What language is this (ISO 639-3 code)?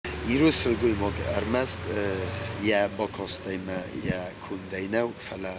oss